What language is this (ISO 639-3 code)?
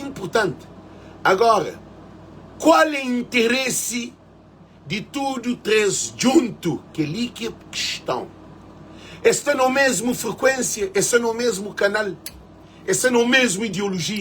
kea